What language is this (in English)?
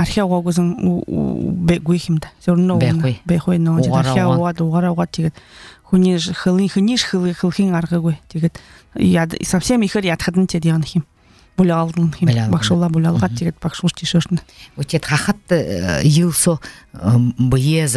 Buriat